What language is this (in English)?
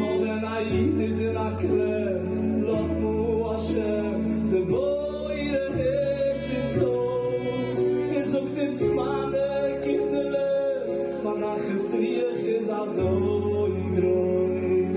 Yiddish